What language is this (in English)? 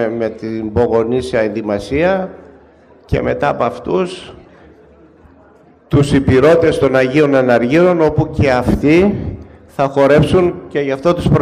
Greek